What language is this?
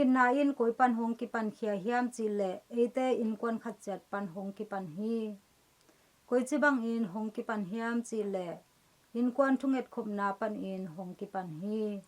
Tedim Chin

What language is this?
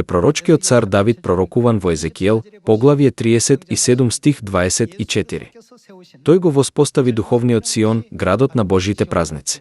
Macedonian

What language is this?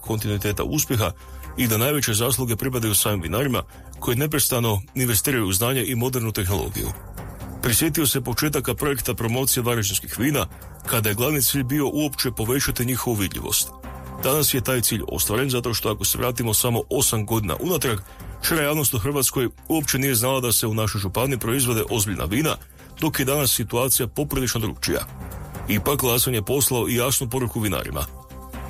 Croatian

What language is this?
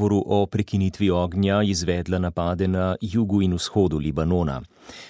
Slovenian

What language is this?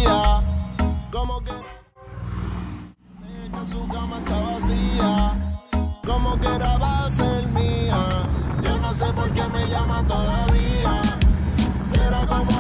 Spanish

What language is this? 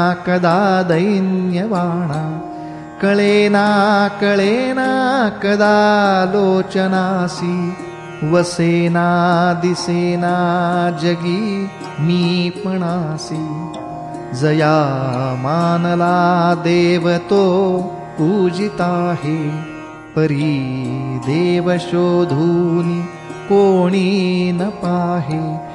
Marathi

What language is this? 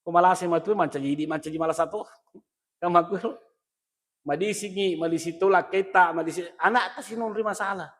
Buginese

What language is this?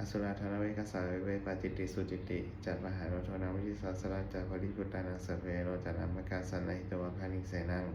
Pali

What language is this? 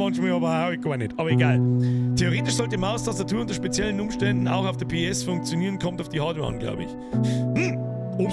Bavarian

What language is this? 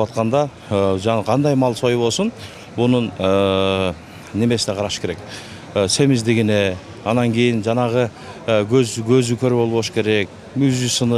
Kyrgyz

